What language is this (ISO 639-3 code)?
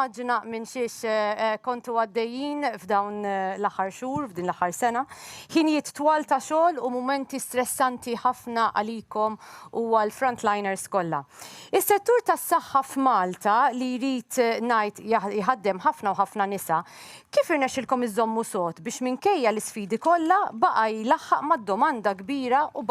mlt